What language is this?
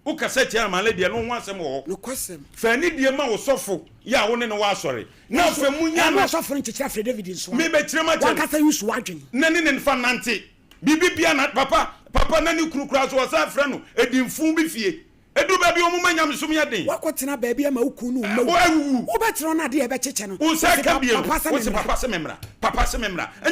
Akan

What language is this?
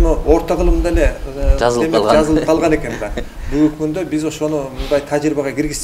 Kyrgyz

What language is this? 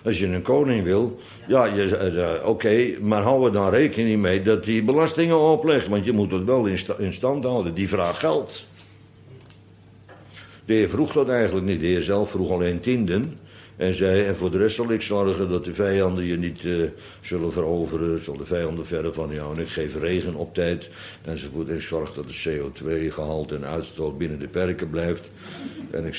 Dutch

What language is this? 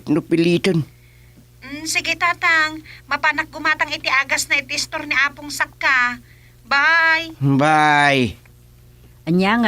Iloko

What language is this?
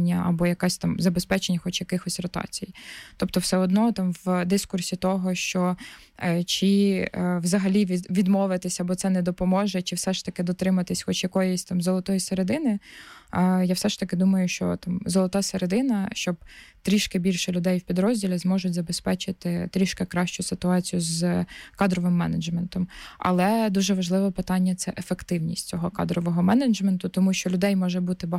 Ukrainian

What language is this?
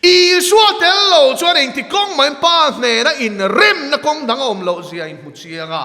Mizo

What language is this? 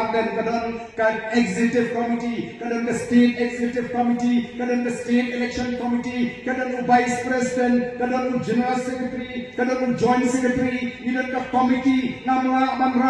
Khasi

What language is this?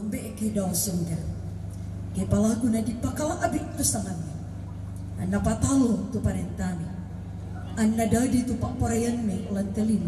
Toraja-Sa'dan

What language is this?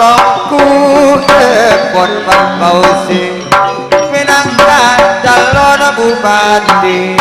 Madurese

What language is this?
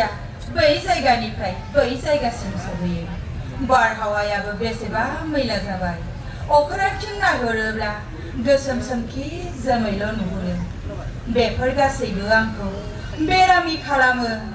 Bodo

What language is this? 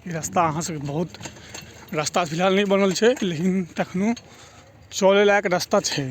Maithili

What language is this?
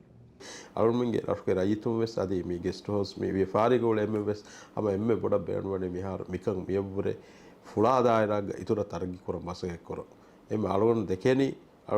Divehi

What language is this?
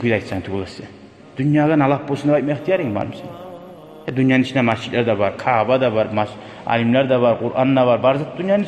Kumyk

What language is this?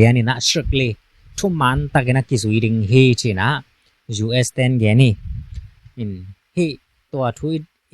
Tedim Chin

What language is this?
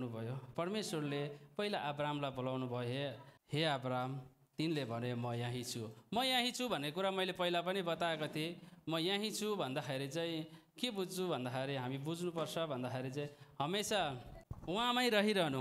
Nepali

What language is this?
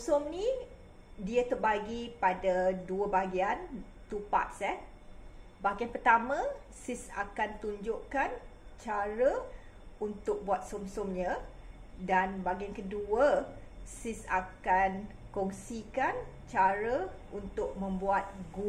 Malay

